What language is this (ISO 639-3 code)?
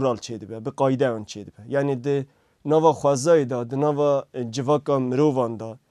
kur